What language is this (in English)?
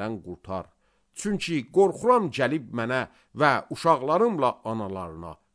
Azerbaijani